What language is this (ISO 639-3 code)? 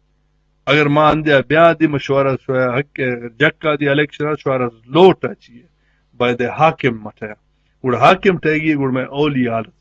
bgp